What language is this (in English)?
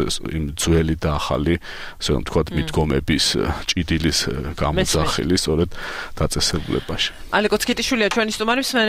Georgian